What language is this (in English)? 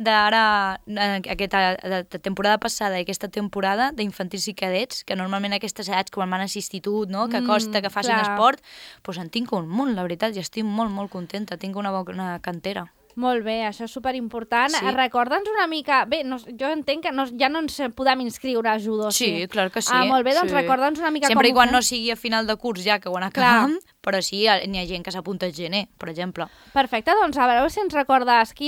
Catalan